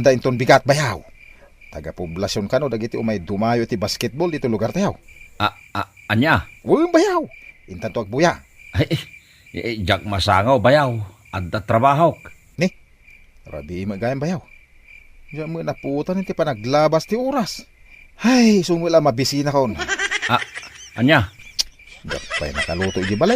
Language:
Iloko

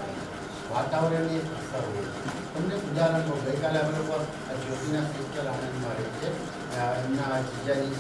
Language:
Gujarati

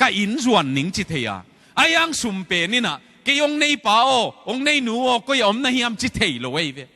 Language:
Tedim Chin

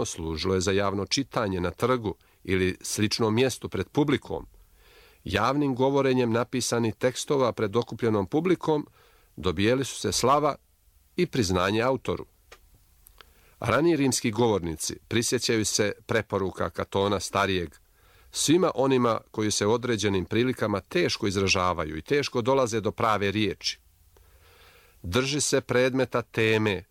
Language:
Croatian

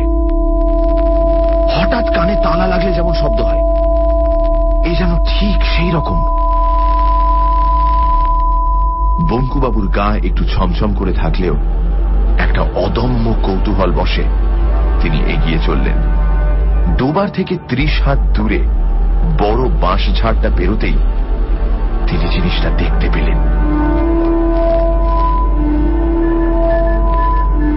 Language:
Bangla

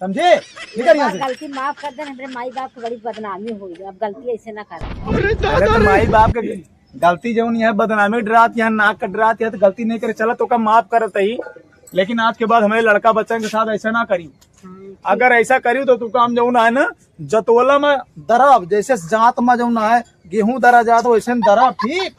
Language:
Awadhi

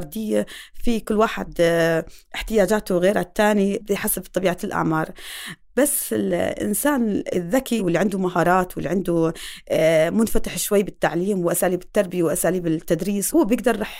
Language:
North Levantine Arabic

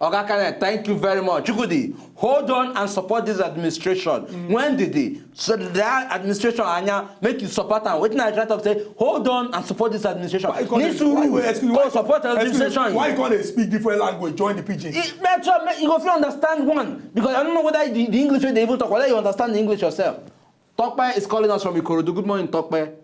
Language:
Nigerian Pidgin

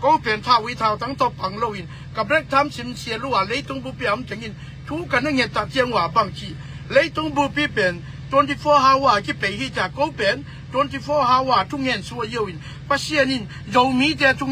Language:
Tedim Chin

